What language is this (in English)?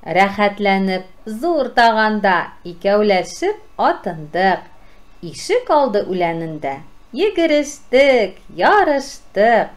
Tatar